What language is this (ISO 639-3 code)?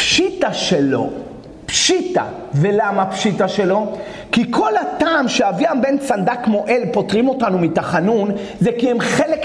heb